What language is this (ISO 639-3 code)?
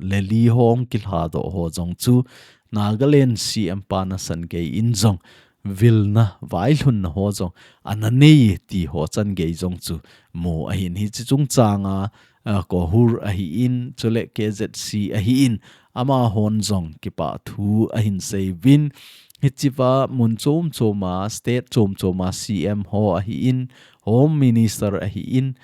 tcz